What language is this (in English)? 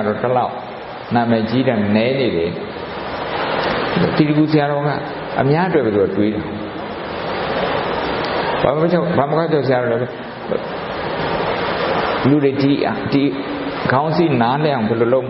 Burmese